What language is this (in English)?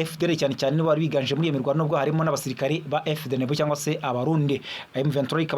Kinyarwanda